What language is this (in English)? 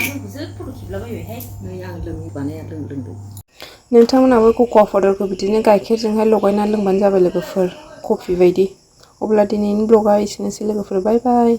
Bodo